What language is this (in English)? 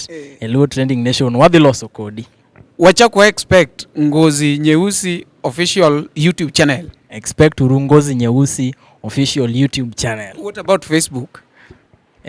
Luo (Kenya and Tanzania)